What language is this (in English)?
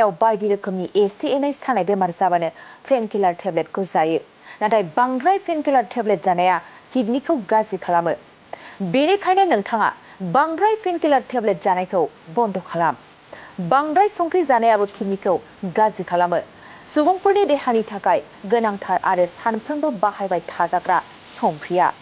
Bodo